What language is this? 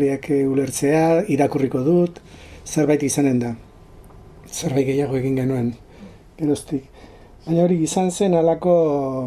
Basque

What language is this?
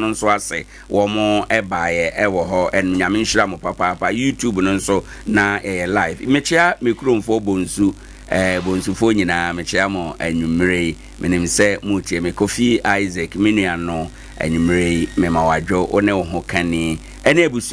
Akan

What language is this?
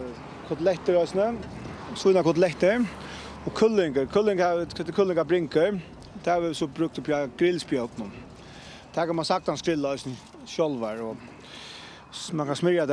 Faroese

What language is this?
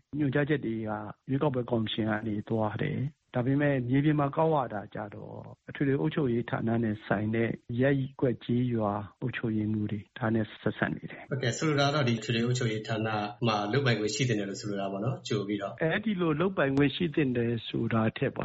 Burmese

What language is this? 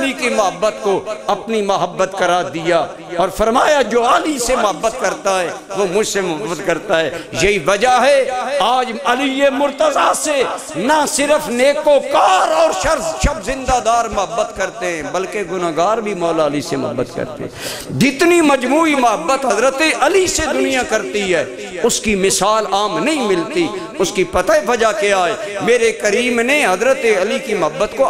Urdu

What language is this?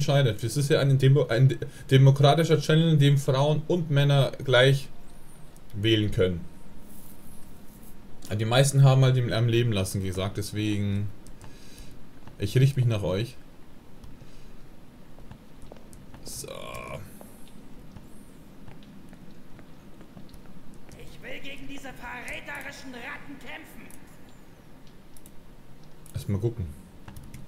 German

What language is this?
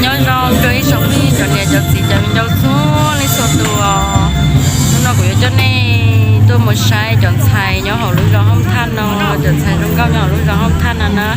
Hmong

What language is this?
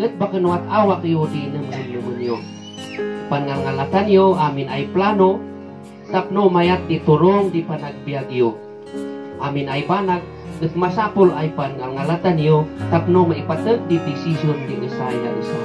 Kankanaey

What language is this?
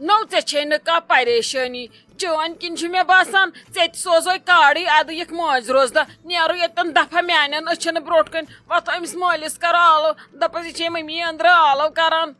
Kashmiri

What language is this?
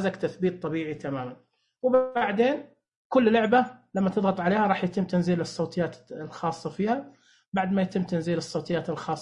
Najdi Arabic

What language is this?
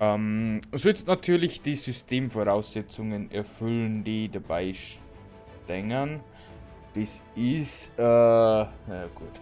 Bavarian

